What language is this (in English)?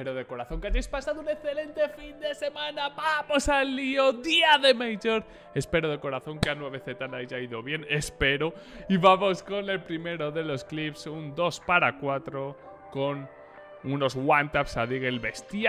Spanish